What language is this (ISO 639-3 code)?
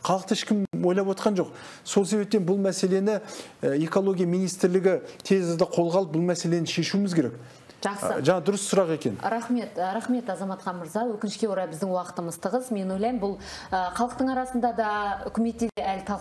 kaz